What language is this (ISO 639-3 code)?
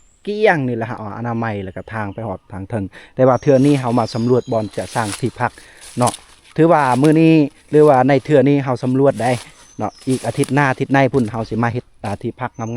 lao